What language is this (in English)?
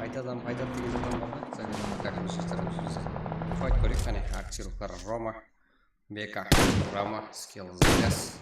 Kara-Kalpak